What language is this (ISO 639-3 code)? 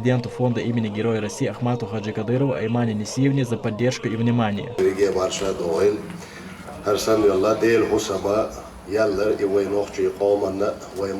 che